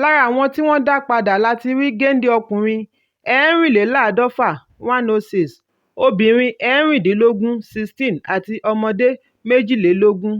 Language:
Yoruba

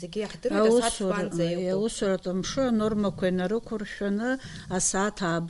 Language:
Abkhazian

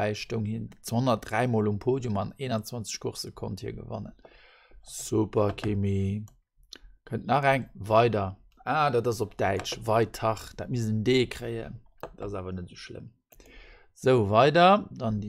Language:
Luxembourgish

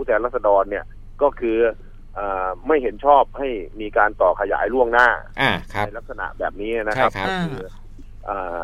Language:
Thai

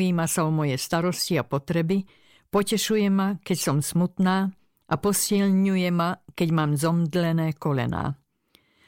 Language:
Slovak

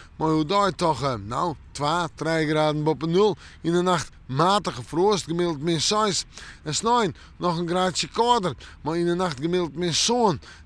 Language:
Western Frisian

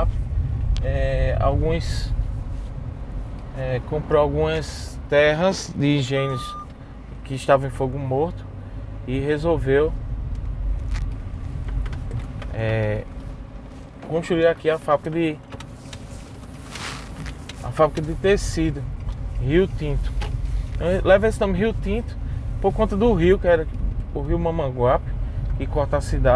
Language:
Portuguese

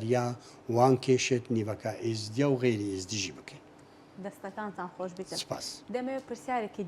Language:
Central Kurdish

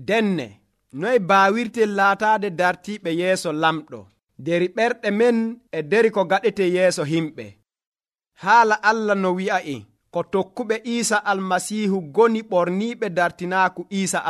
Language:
Nigerian Fulfulde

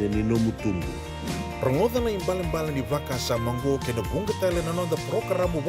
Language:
Fijian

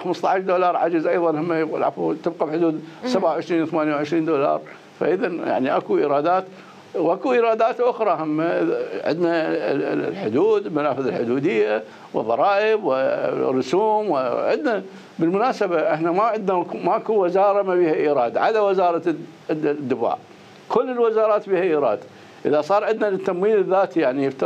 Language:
Mesopotamian Arabic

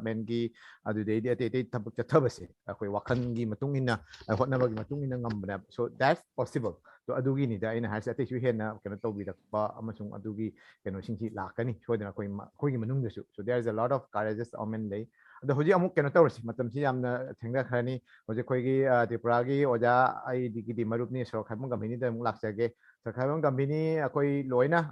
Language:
Manipuri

